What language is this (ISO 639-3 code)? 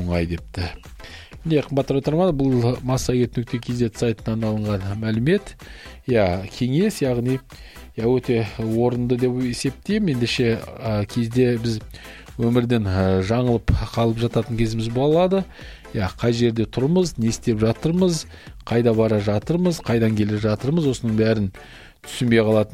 kaz